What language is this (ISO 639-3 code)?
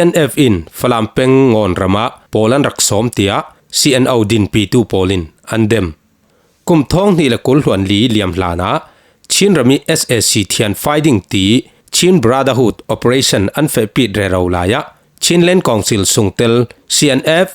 cfm